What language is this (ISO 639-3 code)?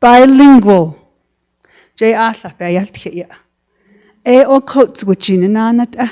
nav